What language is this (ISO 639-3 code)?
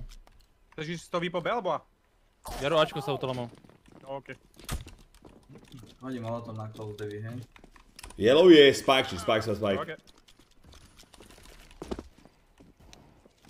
slk